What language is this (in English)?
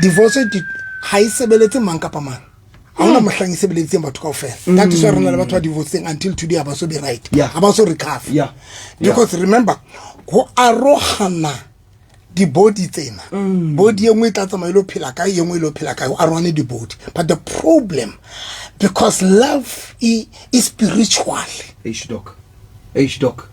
Southern Sotho